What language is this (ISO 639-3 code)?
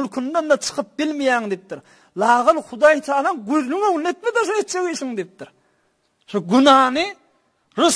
tuk